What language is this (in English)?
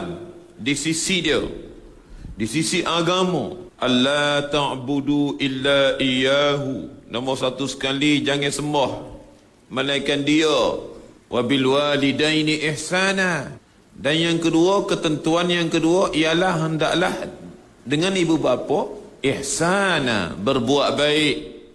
Malay